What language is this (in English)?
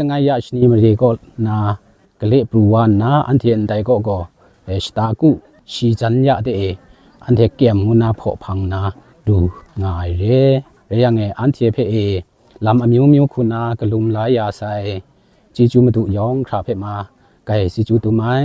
Kachin